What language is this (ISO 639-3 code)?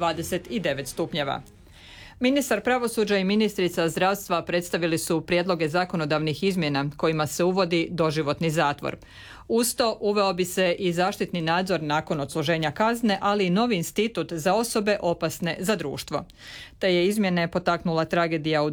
hrv